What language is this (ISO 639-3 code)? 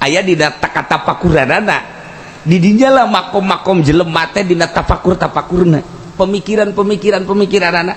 sun